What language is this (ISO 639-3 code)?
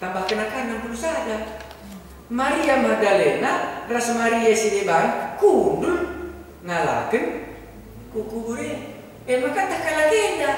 btx